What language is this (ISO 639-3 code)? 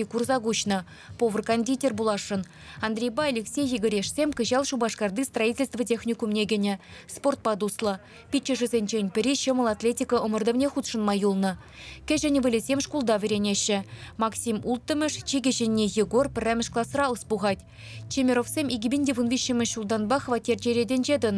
chv